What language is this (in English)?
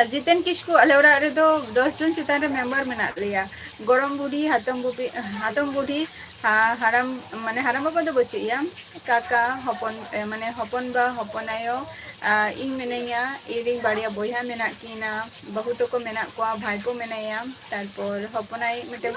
Santali